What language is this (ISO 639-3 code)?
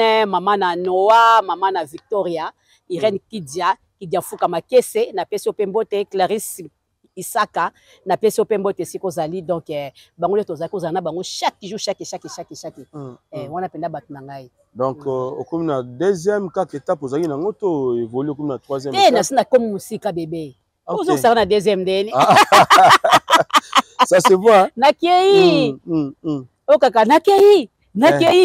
lin